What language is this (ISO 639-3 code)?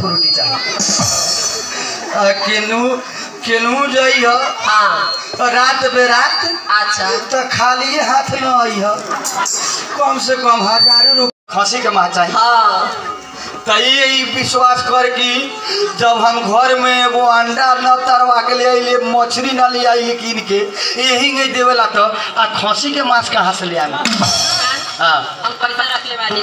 bho